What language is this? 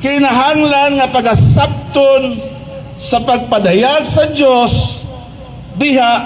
Cebuano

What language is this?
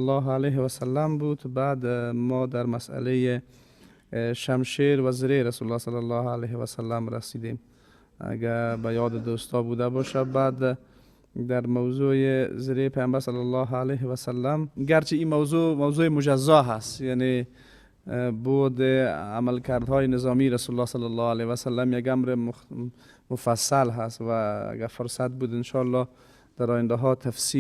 Persian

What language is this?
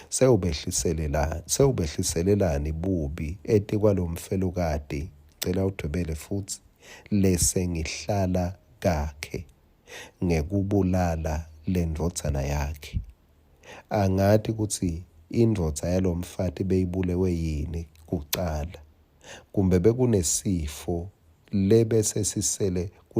Swati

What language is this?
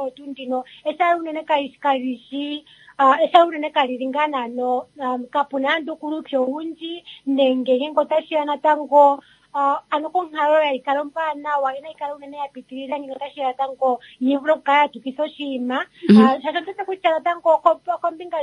Kuanyama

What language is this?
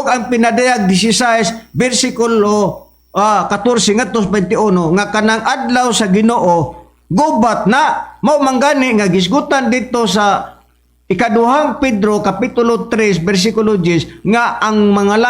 Cebuano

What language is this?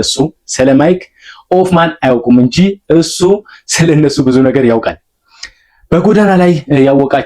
Amharic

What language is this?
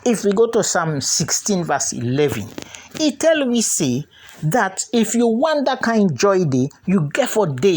Krio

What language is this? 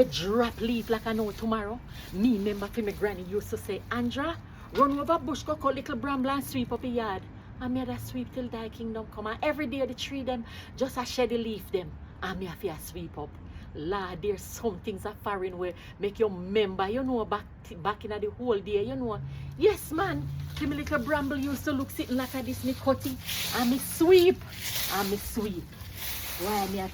Jamaican Creole English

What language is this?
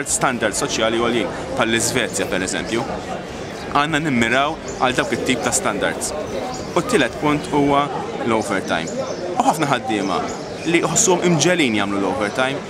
Maltese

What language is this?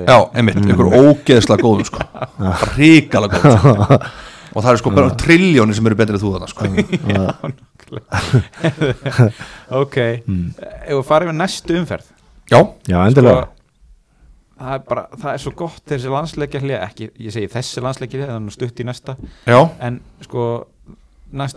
Icelandic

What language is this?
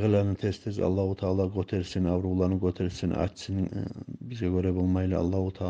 Kumyk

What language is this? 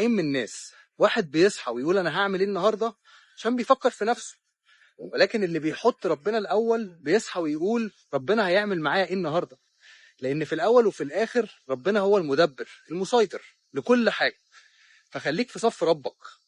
Egyptian Arabic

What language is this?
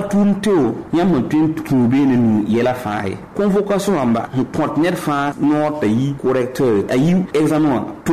Mossi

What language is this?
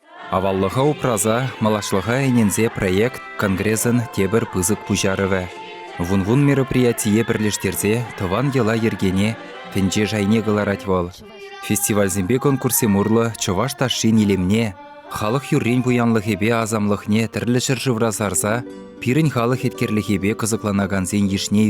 Chuvash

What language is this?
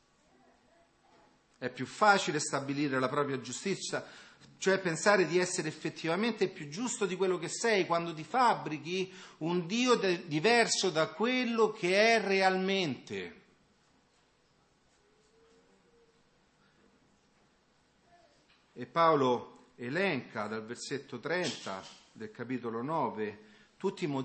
Italian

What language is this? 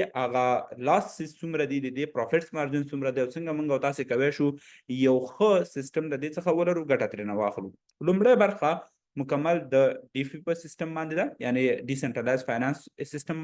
Pashto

